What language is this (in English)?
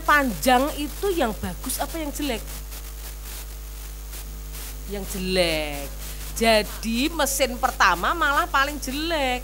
Indonesian